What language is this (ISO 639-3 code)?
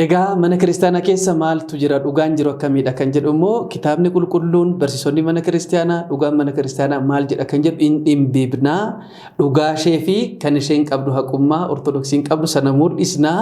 orm